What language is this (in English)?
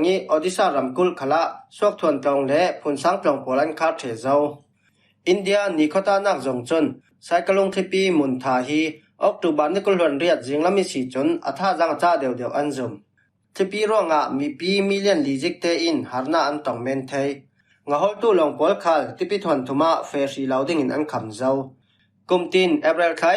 Falam Chin